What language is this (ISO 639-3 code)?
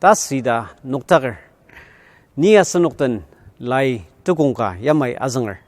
njo